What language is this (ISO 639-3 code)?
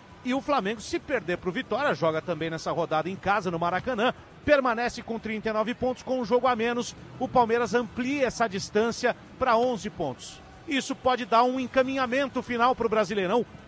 por